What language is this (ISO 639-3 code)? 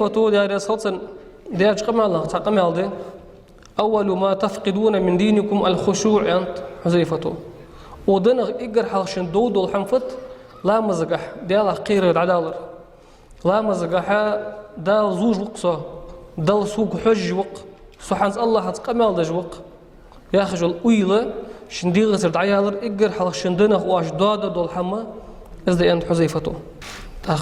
inh